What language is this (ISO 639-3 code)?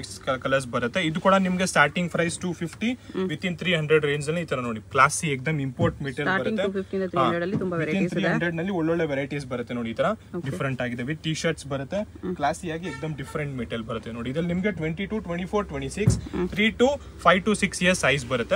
kan